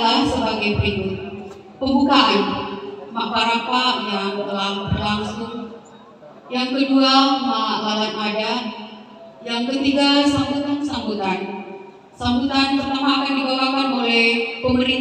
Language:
Toraja-Sa'dan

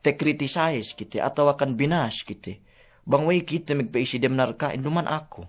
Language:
Yakan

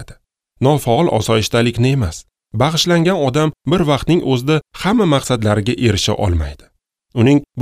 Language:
Uzbek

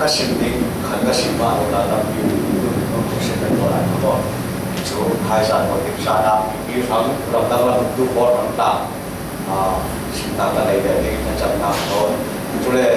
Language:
Falam Chin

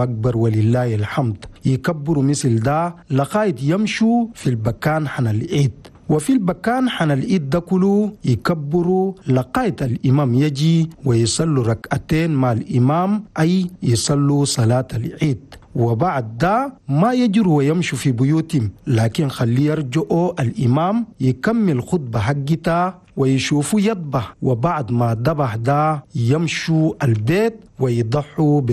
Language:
Chadian Arabic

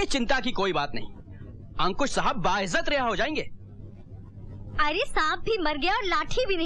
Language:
Hindi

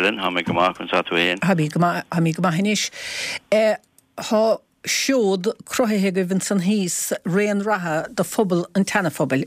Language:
Irish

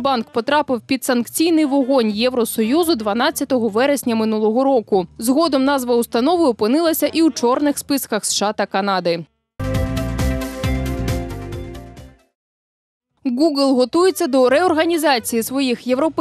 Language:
Ukrainian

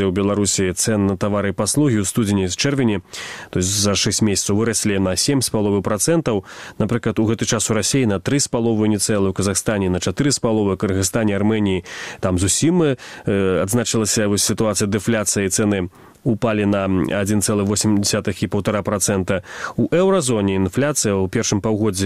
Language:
Belarusian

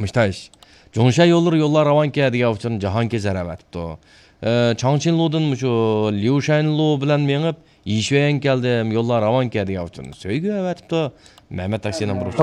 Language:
Uyghur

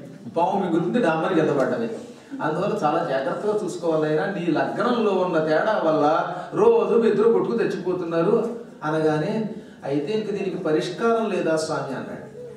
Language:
Telugu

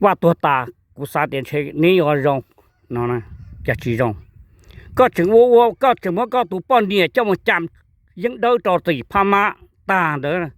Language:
Hmong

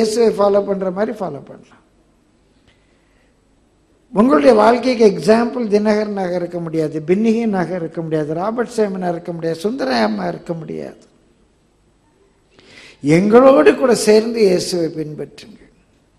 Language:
Tamil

